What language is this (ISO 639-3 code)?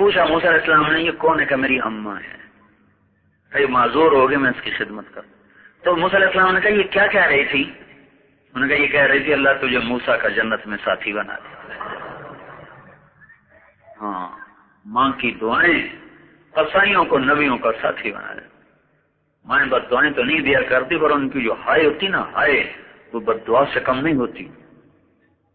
urd